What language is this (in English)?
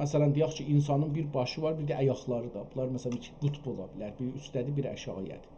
South Azerbaijani